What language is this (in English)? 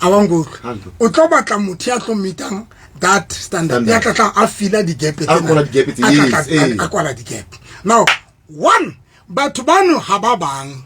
Southern Sotho